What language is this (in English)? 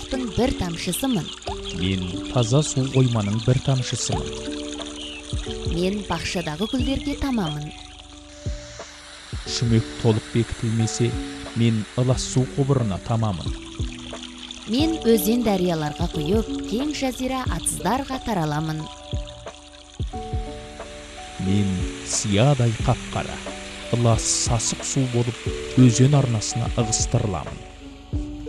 Kazakh